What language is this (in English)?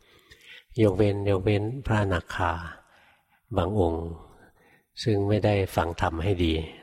Thai